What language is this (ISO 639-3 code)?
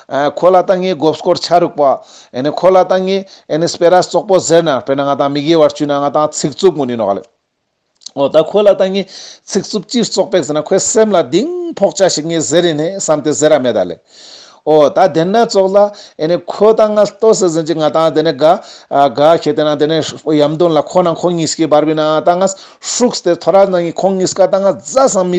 lbj